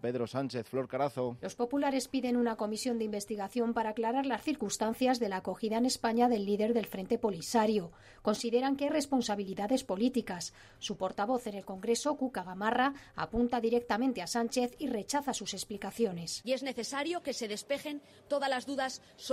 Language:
Spanish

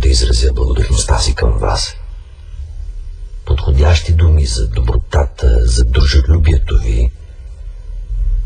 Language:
Bulgarian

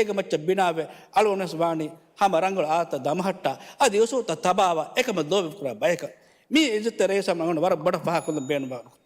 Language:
Divehi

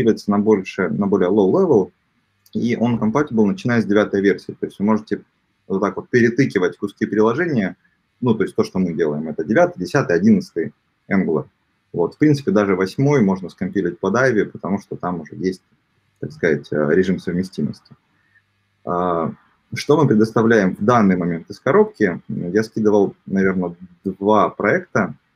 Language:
Russian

